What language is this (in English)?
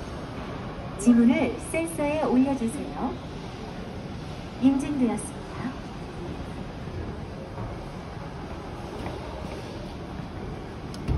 Korean